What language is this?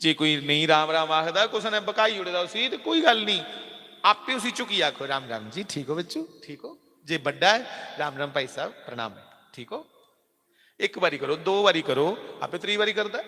Dogri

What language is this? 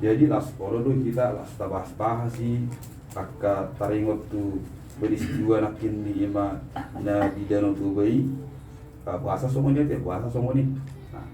Batak Toba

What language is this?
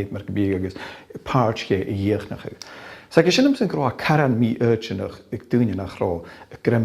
Scottish Gaelic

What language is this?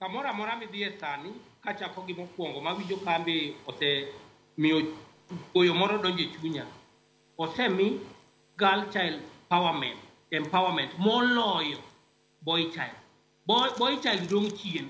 Luo (Kenya and Tanzania)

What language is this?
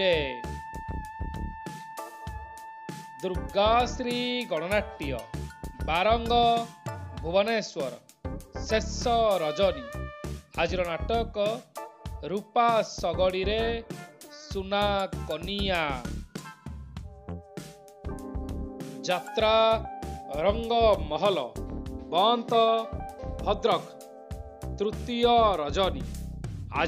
Odia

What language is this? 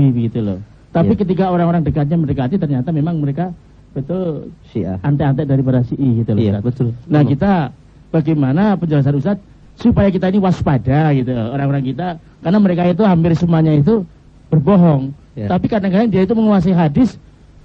Indonesian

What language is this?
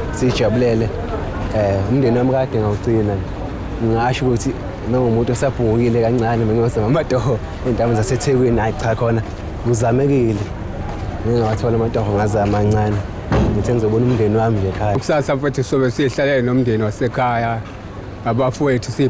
Zulu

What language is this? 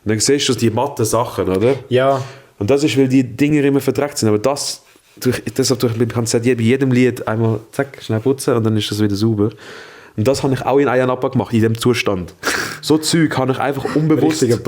Swiss German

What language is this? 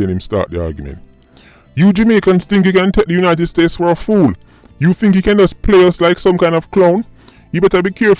Jamaican Creole English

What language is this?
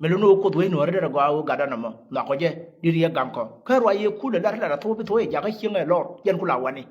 Nuer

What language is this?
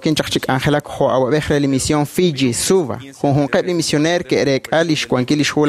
Kekchí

